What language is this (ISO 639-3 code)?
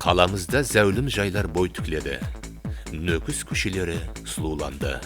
kaa